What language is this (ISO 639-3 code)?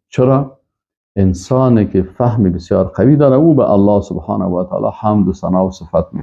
fas